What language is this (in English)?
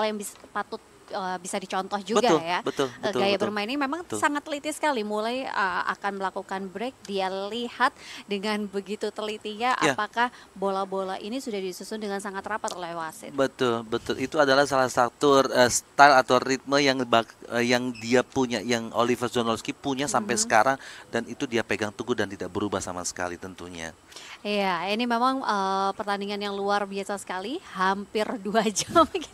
Indonesian